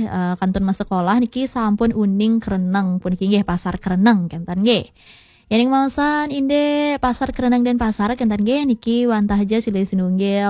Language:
Balinese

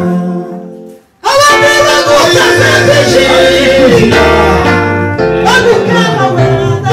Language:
Kinyarwanda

